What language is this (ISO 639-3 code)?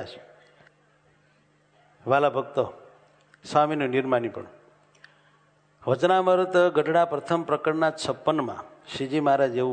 guj